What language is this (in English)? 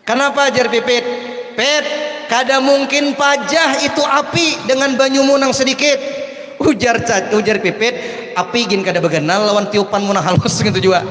Banjar